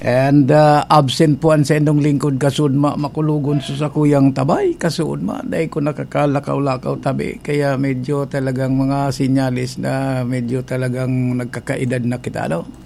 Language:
Bikol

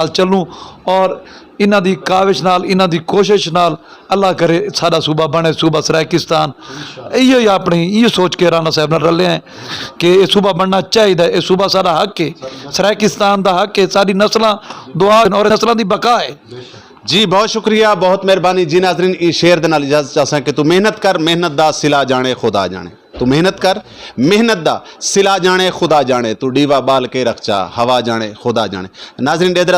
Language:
Saraiki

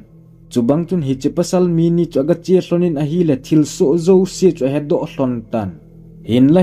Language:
Thado Chin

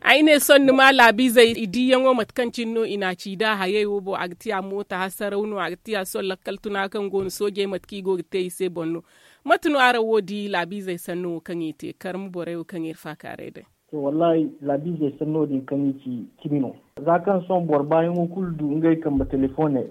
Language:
Zarma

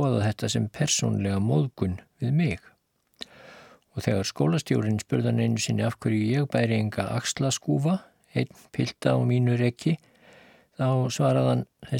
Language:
Icelandic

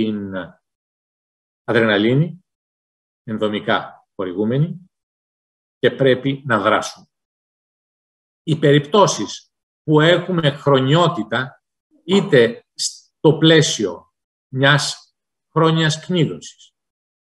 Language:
Greek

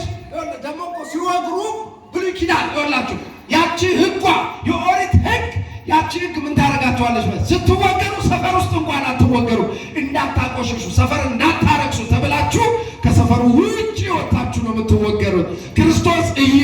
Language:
Amharic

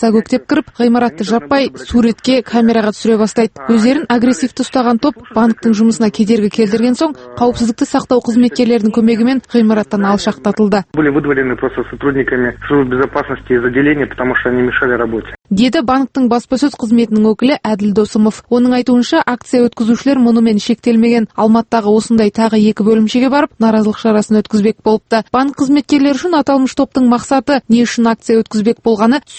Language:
Kazakh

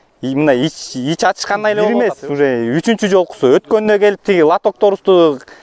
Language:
Kyrgyz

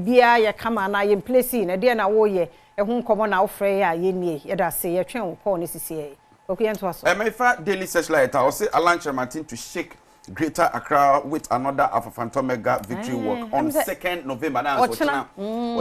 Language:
Akan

